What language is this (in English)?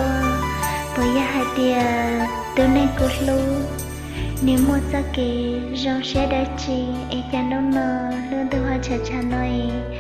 Hmong